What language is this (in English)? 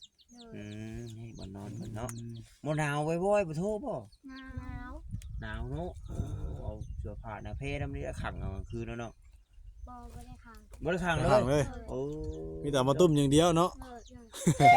Northeastern Thai